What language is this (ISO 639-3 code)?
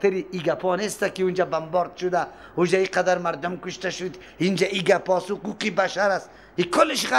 fas